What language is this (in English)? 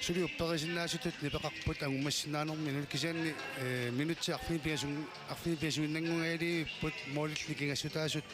Kalaallisut